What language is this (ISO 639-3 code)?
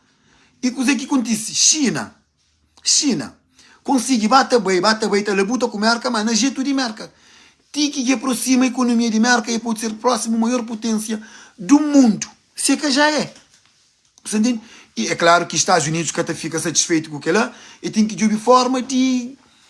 kea